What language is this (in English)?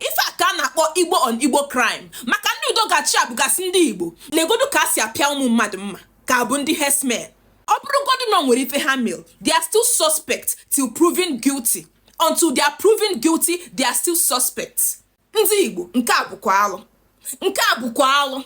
Igbo